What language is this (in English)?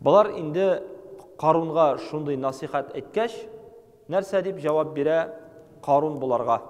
Tatar